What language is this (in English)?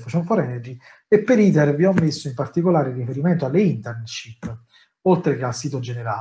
Italian